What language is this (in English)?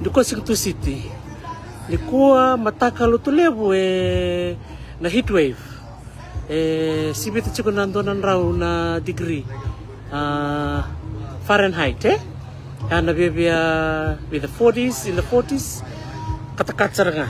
Fijian